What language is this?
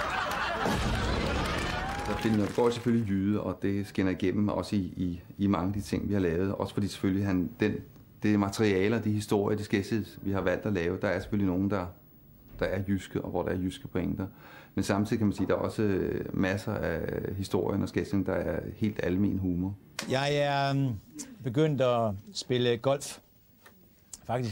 Danish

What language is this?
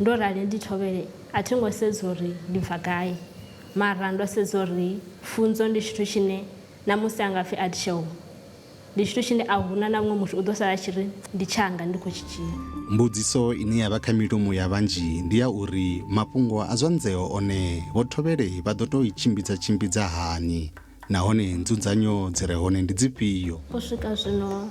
Venda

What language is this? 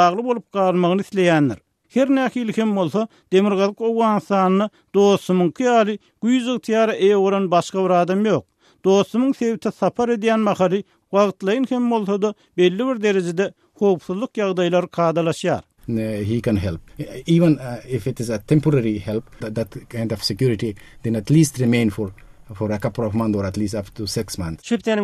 Turkmen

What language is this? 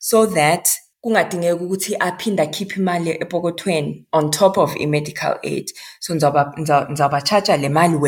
Xhosa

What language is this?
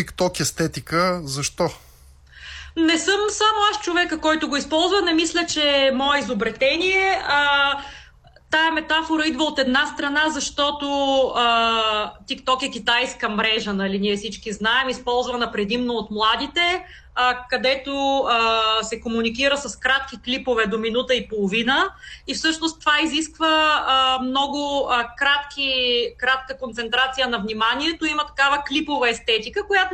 Bulgarian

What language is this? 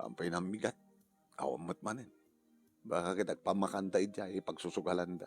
Iloko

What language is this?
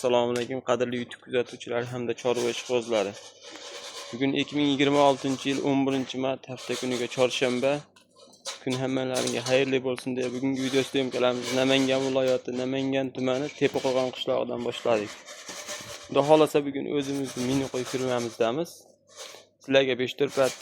Uzbek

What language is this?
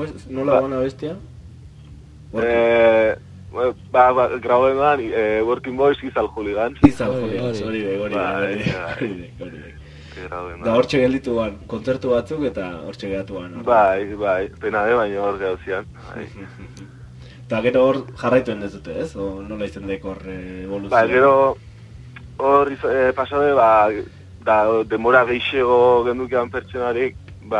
Basque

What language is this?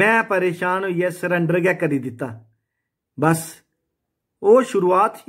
Dogri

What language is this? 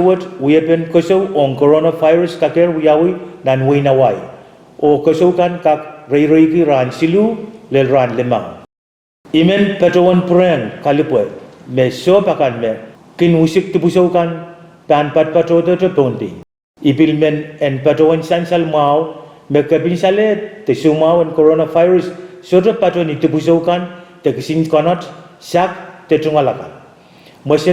Pohnpeian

